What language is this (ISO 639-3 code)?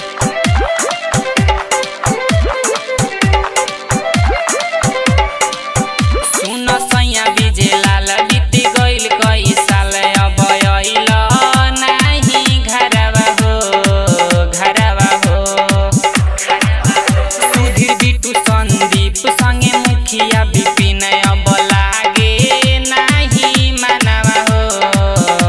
bho